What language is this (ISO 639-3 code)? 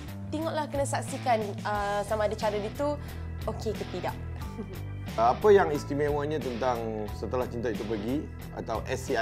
msa